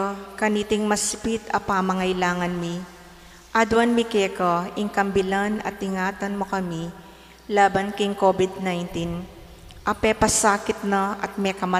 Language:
Pampanga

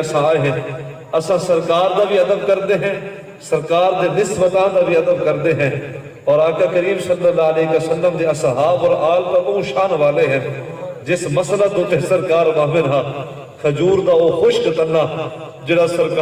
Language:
Saraiki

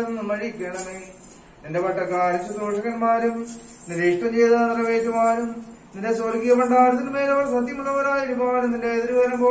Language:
Malayalam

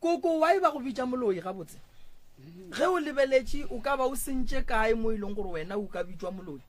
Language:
Northern Sotho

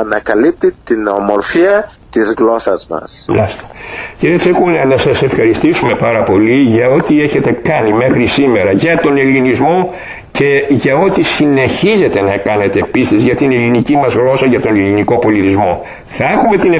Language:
Greek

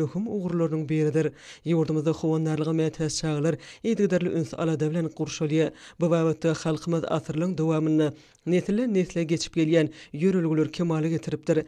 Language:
Turkmen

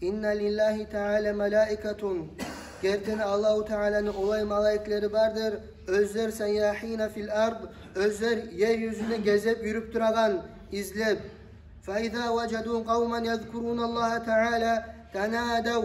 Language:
Kumyk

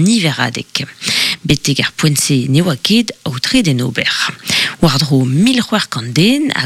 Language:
Breton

